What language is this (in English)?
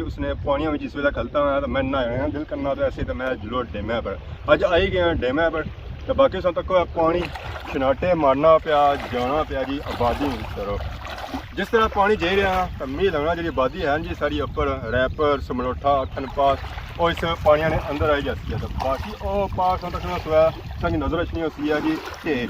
Pahari-Potwari